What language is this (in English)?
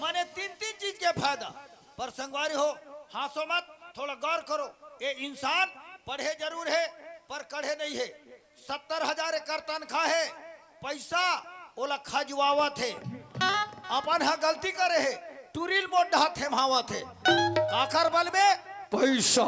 Chhattisgarhi